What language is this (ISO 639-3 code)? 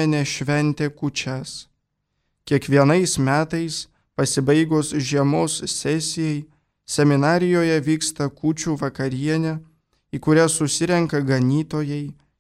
lit